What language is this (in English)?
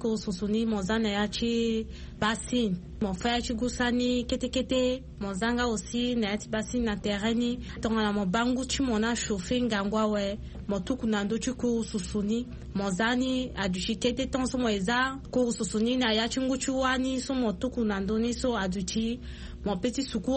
Sango